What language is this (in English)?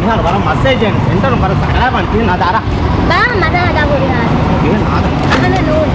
Divehi